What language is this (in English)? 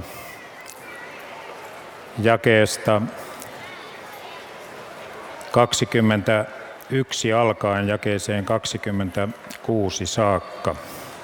Finnish